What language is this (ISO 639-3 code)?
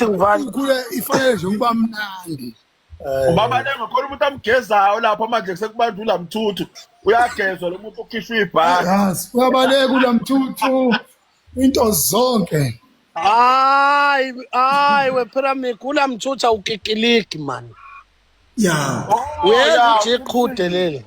zul